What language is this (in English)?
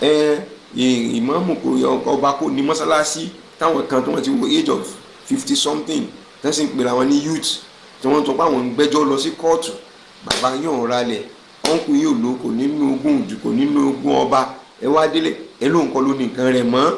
Yoruba